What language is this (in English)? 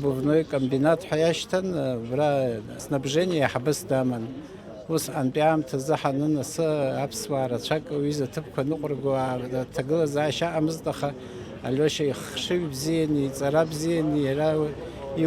Abkhazian